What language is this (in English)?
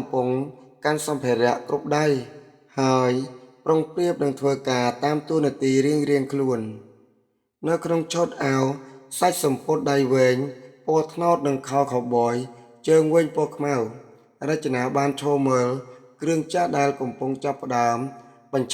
Khmer